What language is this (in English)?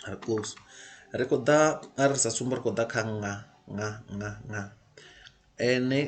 Venda